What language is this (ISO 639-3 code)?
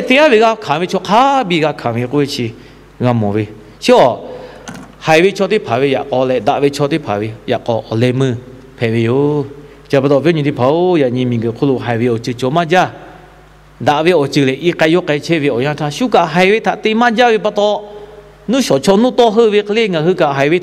lhu